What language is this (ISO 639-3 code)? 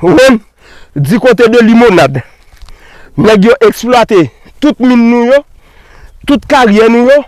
hat